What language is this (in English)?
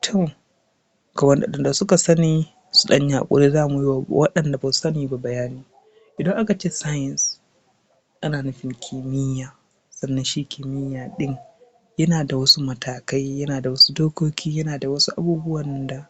Hausa